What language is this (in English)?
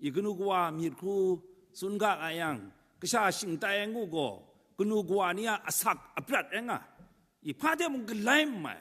Kachin